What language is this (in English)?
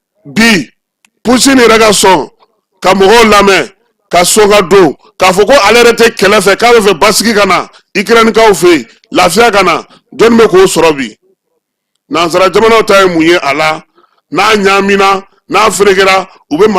Bambara